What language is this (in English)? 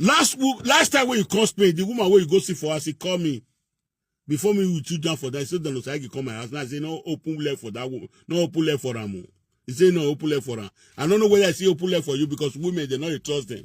Nigerian Pidgin